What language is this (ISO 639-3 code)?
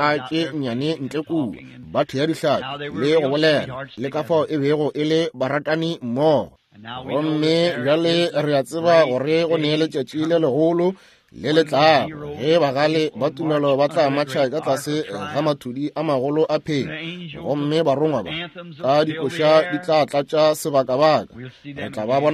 nso